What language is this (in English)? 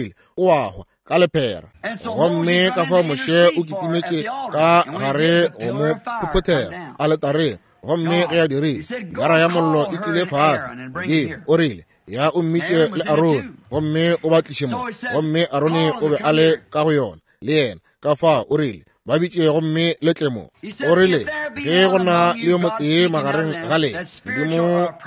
Northern Sotho